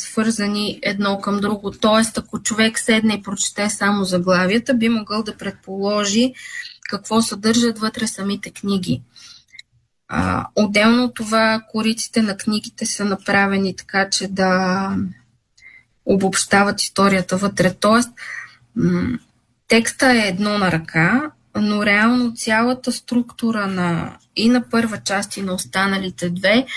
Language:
Bulgarian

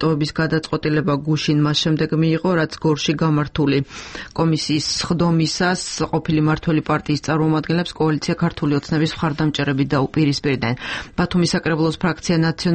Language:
Georgian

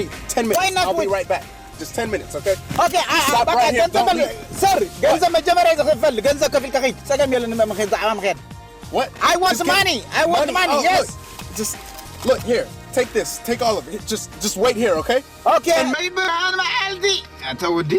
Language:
Tigrinya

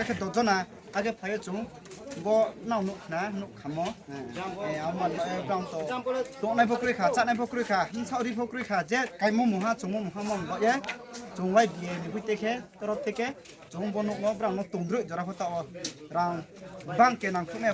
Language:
Riang (India)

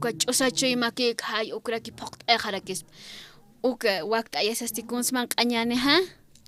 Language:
Aymara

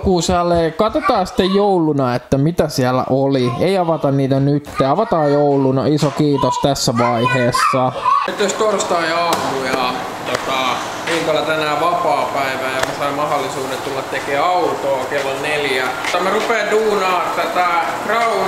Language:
Finnish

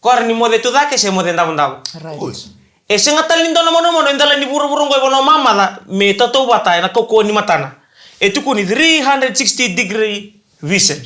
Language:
Fijian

